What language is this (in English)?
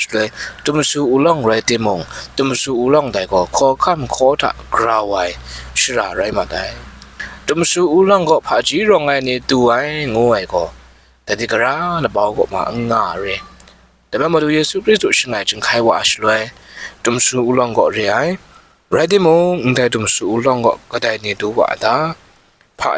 Kachin